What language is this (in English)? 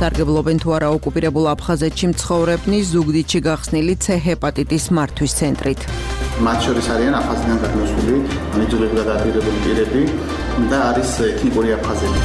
Georgian